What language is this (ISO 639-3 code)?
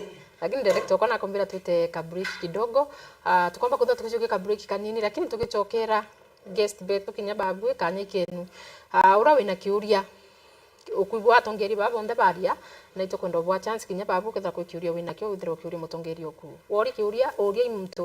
mer